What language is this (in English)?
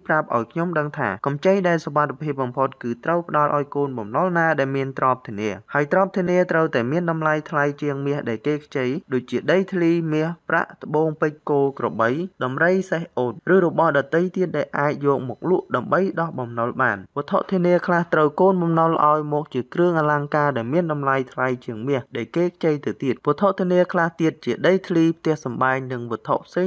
Khmer